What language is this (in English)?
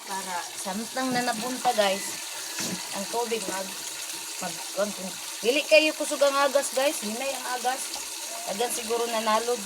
Cebuano